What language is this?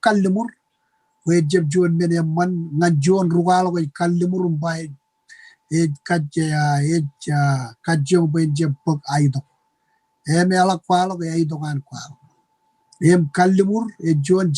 Marshallese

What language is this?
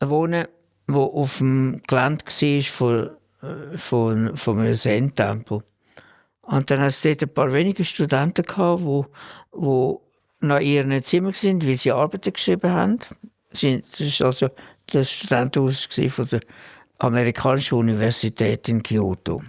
Swiss German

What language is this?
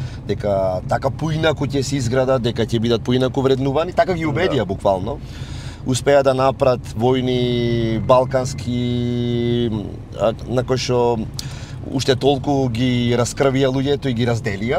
Macedonian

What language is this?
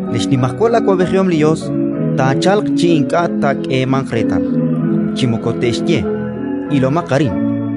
Kekchí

